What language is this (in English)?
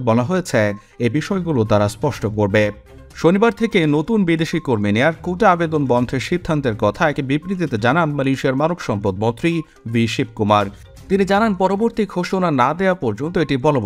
Bangla